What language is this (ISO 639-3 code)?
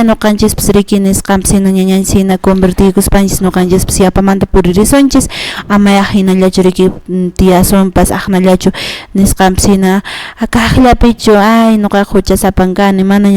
que